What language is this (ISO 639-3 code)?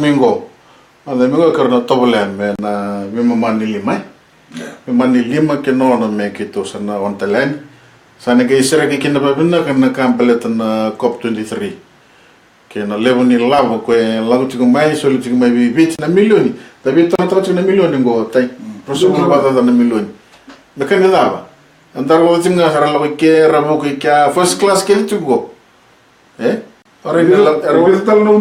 fij